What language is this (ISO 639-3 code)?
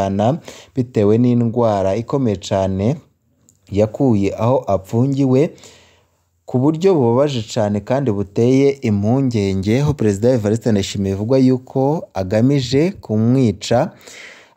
run